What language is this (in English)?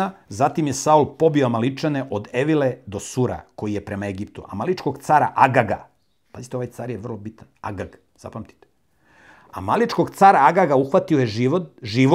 Serbian